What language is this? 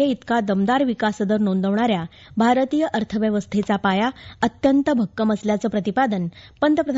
Marathi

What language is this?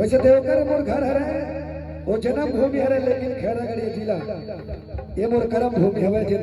Chhattisgarhi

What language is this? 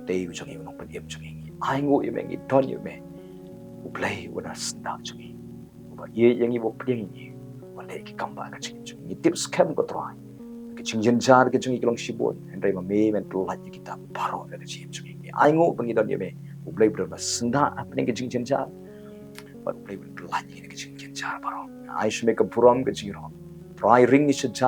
Khasi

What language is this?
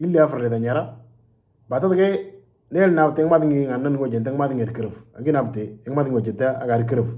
Moro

